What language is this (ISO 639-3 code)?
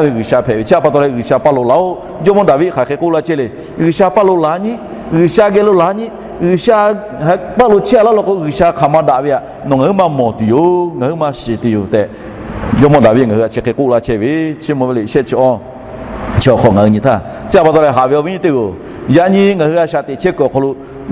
lhu